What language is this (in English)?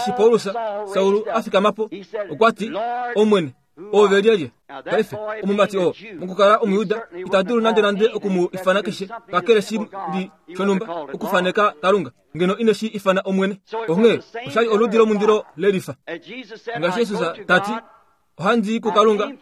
Kuanyama